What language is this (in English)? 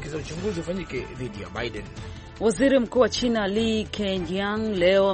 Swahili